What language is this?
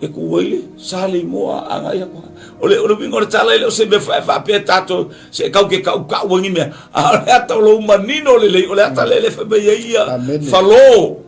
Samoan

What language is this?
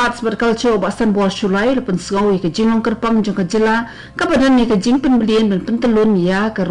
Khasi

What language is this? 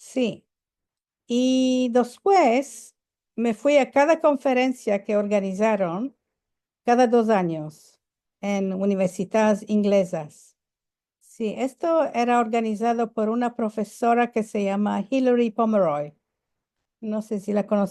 Ladino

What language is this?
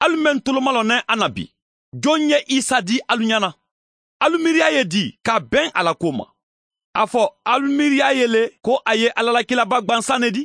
Mandingo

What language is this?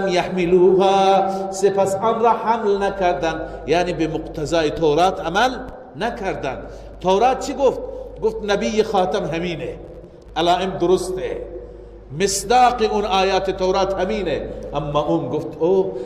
Persian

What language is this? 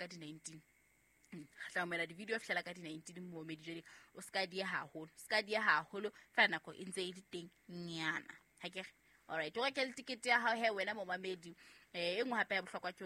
Southern Sotho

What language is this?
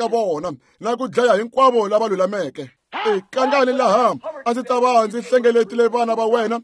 Tsonga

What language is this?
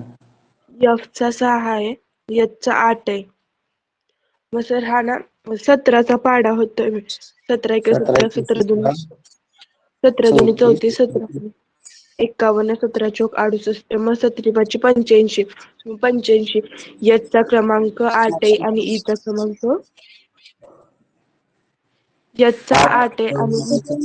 Marathi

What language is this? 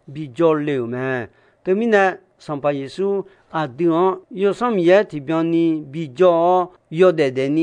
Akha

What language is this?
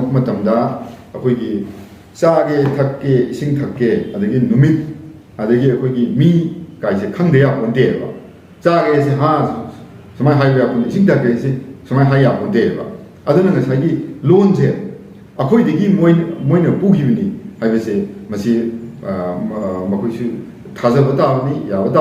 Manipuri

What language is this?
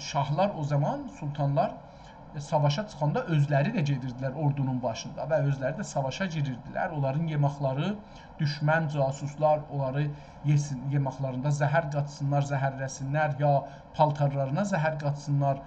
South Azerbaijani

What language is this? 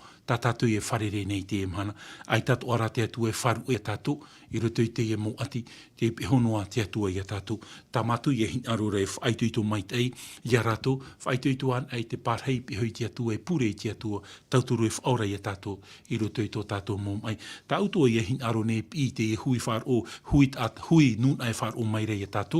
Tahitian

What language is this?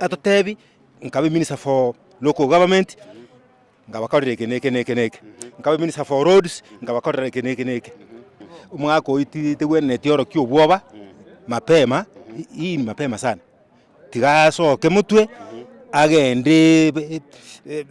Gusii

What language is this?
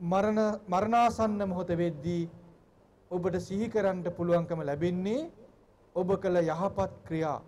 Sinhala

